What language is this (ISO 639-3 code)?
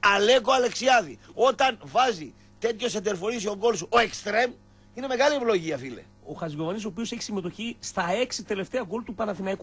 ell